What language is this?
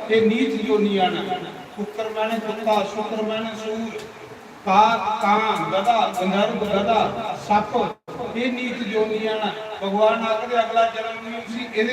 Dogri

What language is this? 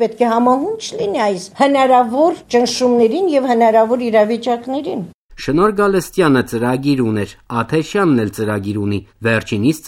Armenian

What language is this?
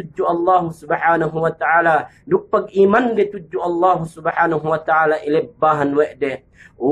Yakan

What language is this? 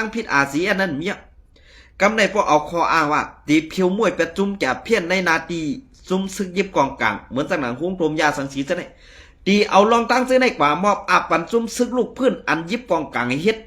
Shan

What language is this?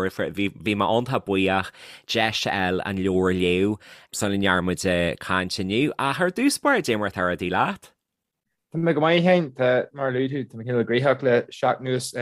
Irish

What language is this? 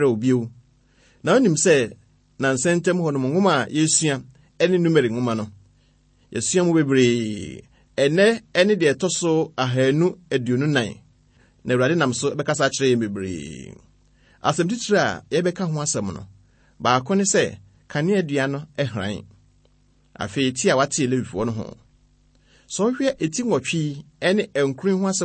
Akan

